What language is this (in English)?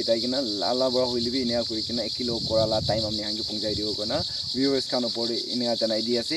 Naga Pidgin